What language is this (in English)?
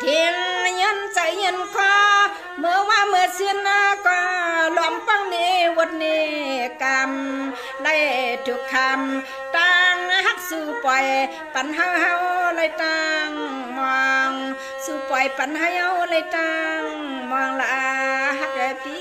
Shan